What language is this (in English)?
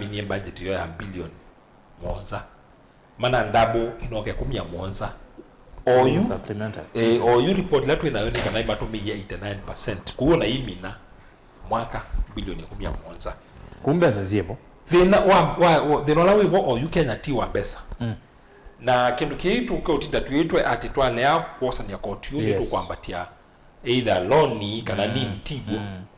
Kamba